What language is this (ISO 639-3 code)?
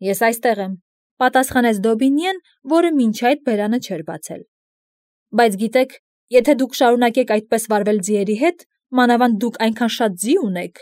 hye